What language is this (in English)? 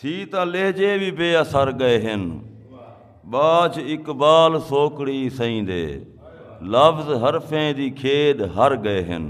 Saraiki